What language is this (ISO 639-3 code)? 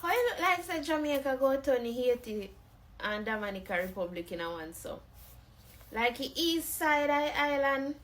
jam